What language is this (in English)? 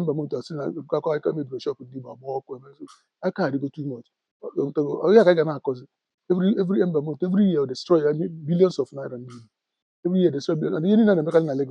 Igbo